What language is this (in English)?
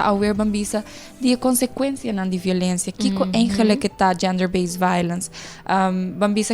Papiamento